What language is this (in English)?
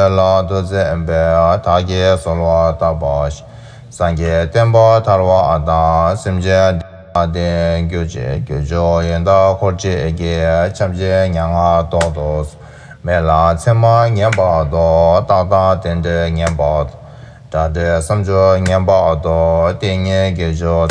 Tibetan